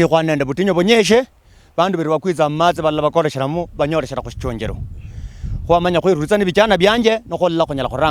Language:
Luyia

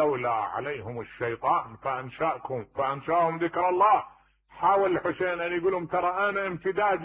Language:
Mesopotamian Arabic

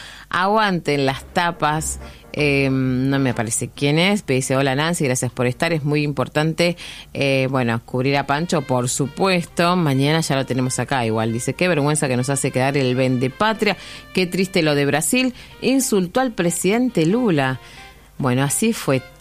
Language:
Spanish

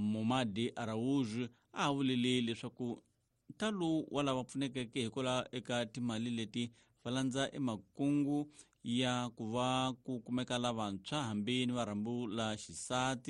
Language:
Tsonga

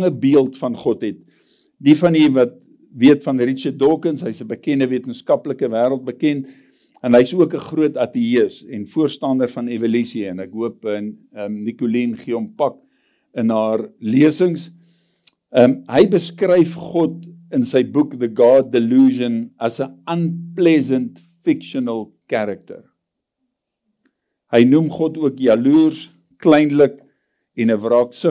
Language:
Afrikaans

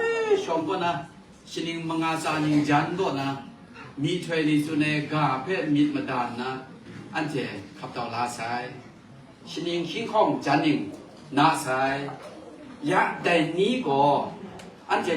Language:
Kachin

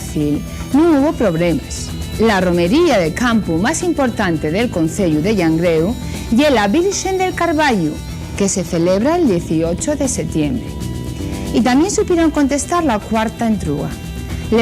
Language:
Asturian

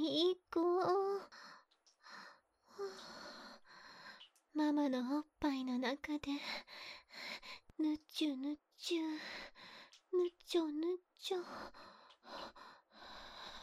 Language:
Japanese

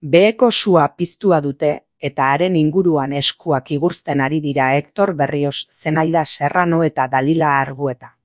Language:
Basque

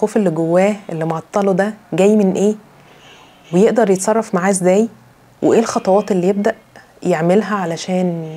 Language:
Egyptian Arabic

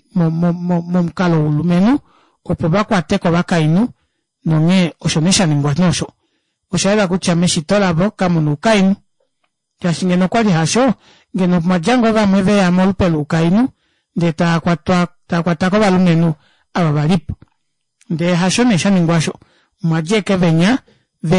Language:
Kuanyama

